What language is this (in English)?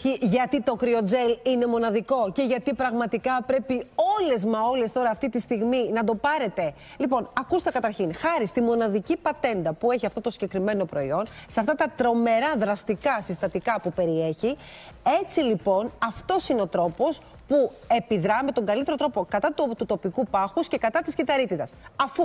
Greek